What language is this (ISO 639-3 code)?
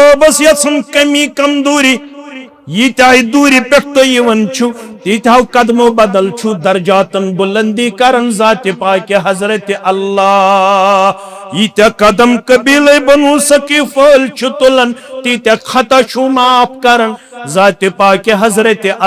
kas